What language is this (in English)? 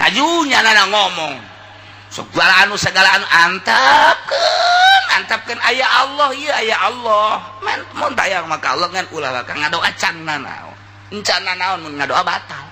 Sundanese